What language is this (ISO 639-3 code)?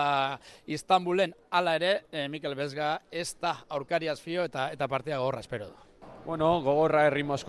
eus